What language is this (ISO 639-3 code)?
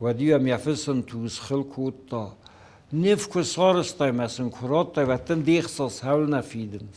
oss